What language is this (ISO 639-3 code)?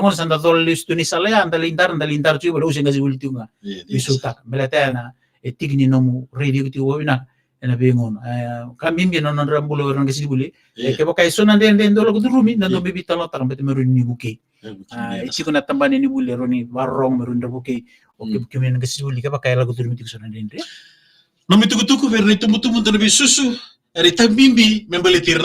fij